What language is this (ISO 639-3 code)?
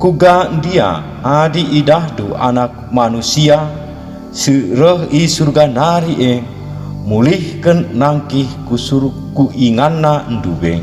btx